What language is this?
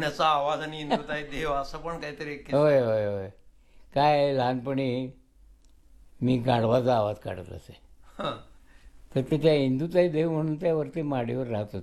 Marathi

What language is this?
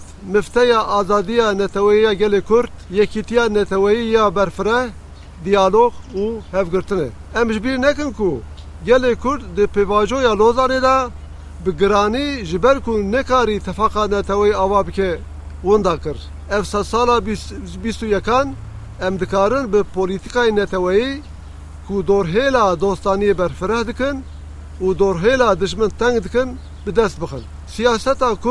Kurdish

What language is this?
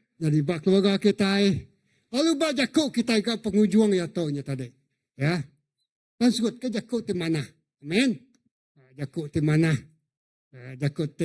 Iban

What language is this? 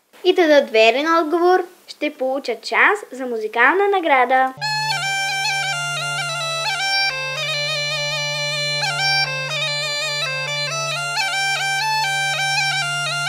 Bulgarian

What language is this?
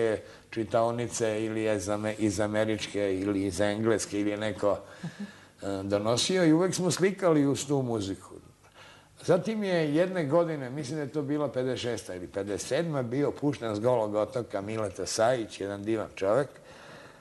Serbian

